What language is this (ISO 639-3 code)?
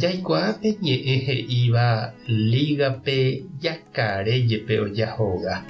grn